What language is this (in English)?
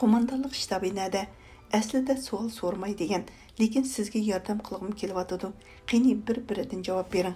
Uyghur